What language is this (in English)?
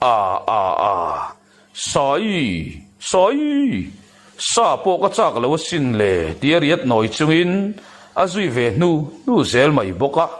Mizo